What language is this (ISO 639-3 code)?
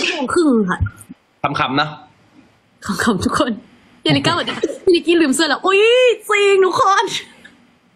tha